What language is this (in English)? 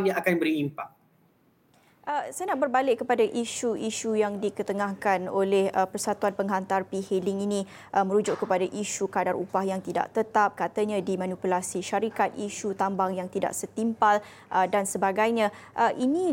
Malay